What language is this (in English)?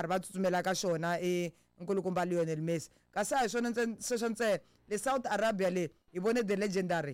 Tsonga